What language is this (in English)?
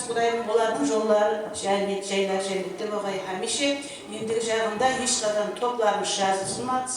Kara-Kalpak